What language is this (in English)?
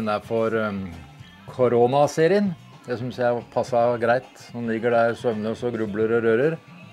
Norwegian